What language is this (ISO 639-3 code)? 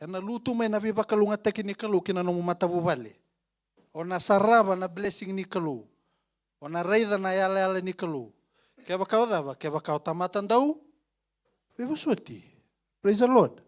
fij